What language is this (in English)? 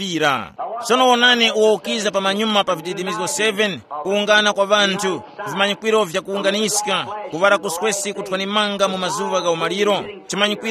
Tumbuka